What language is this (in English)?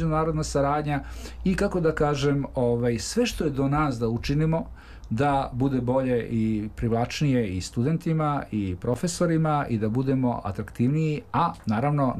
Serbian